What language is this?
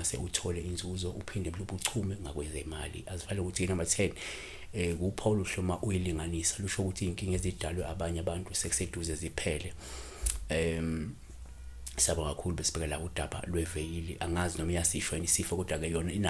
Zulu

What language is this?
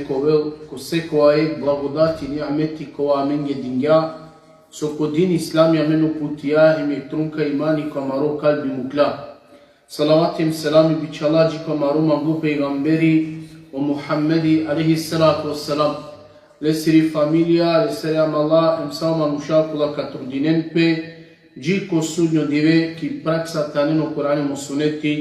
Balkan Romani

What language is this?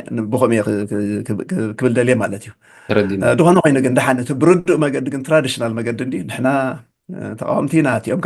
Tigrinya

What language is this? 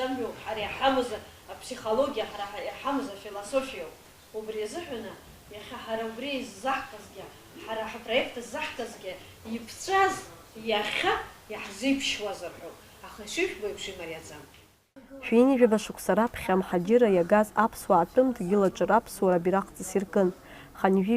Abkhazian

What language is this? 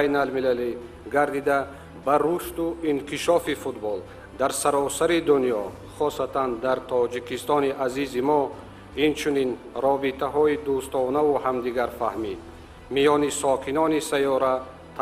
Tajik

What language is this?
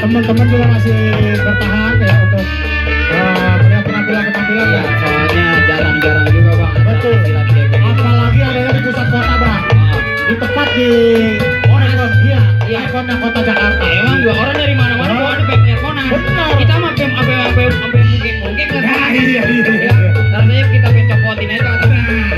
Betawi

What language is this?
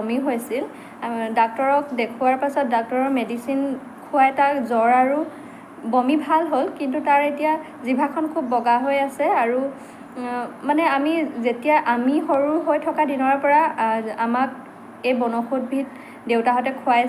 Assamese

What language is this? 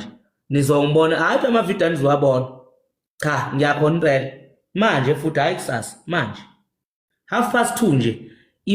Zulu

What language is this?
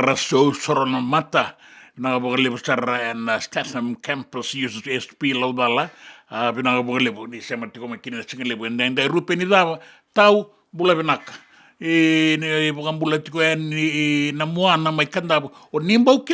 Fijian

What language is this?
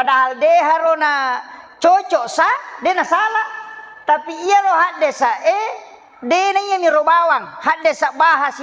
Buginese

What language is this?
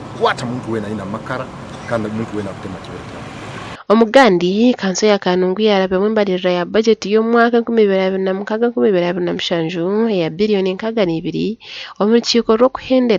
Nyankole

